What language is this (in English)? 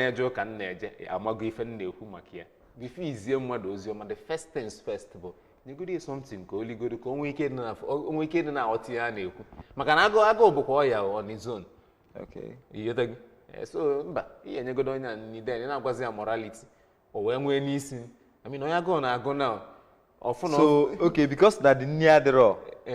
Igbo